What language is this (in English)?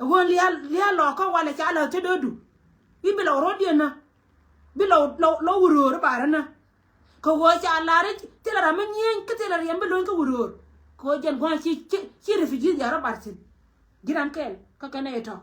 Nuer